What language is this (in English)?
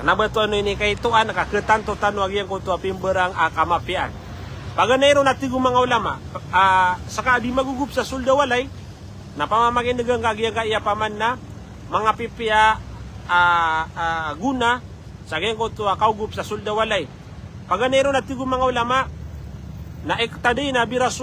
Maranao